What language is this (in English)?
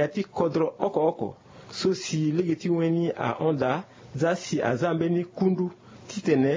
Sango